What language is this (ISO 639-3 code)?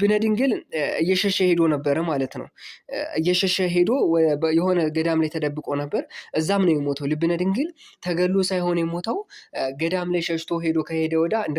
amh